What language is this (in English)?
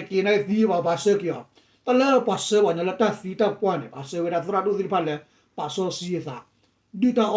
S'gaw Karen